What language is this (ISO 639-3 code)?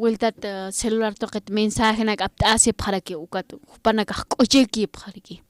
aym